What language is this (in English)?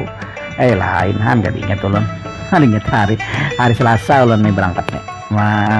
Banjar